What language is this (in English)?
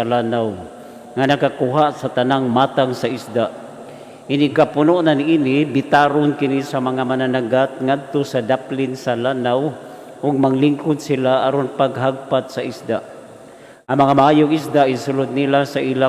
Cebuano